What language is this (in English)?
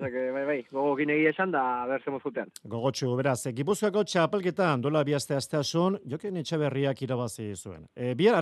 Basque